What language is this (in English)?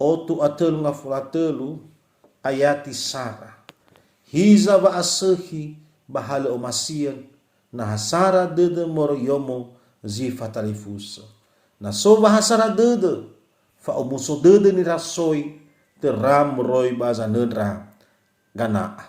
Nias